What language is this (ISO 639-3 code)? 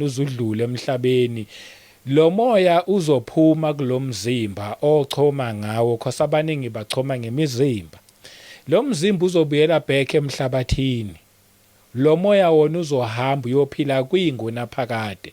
zul